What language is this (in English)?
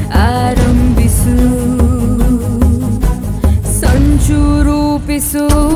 Kannada